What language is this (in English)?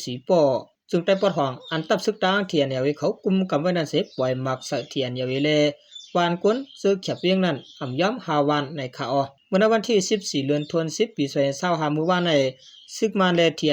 Shan